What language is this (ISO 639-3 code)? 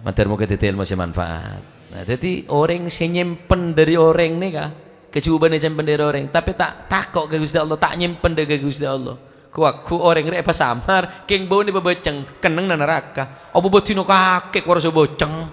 mad